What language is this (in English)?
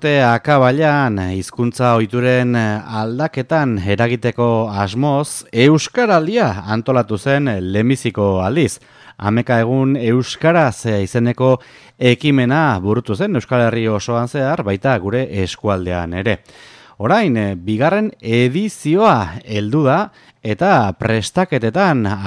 Basque